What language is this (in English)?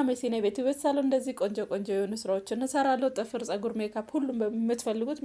Amharic